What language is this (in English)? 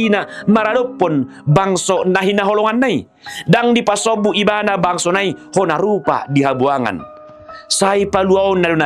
Batak Toba